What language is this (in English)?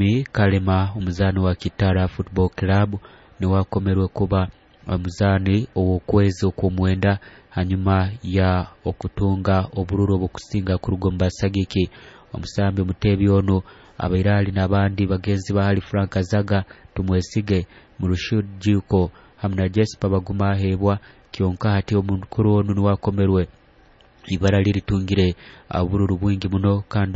Nyoro